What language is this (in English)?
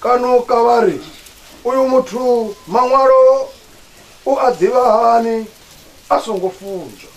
Venda